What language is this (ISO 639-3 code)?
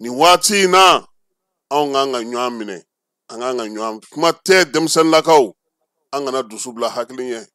bam